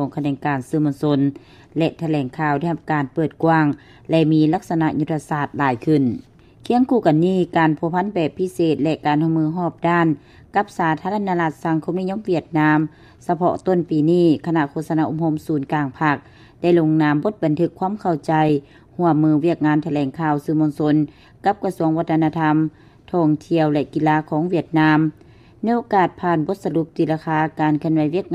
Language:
Lao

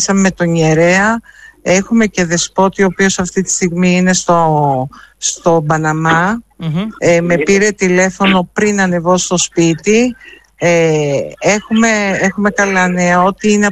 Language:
Greek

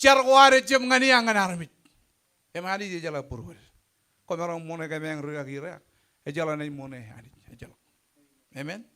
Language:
Marshallese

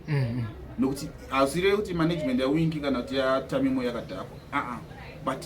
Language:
Shona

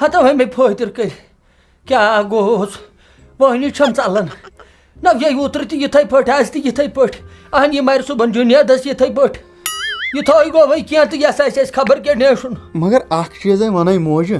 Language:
Kashmiri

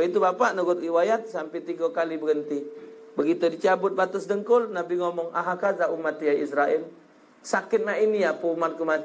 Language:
Musi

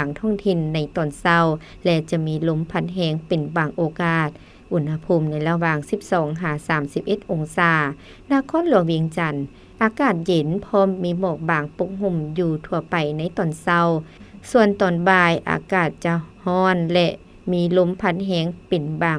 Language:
Lao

